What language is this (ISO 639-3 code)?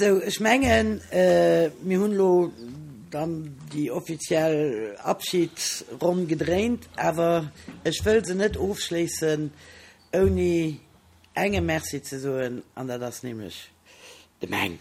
ltz